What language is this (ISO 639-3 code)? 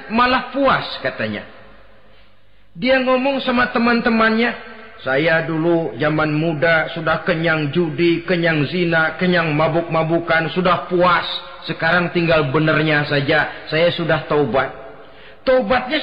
ind